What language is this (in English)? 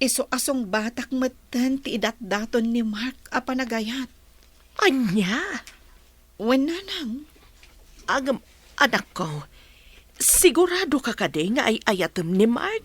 Iloko